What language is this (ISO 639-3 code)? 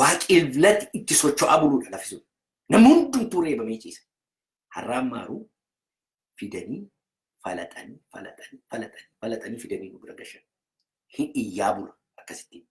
orm